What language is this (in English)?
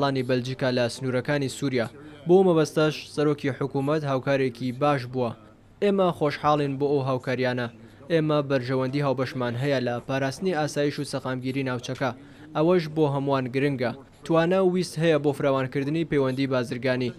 Central Kurdish